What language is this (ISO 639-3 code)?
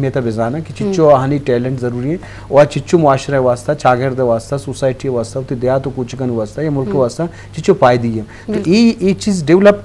bal